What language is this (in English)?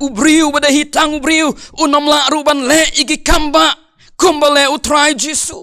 Khasi